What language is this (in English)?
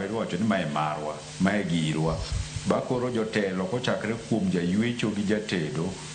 Luo (Kenya and Tanzania)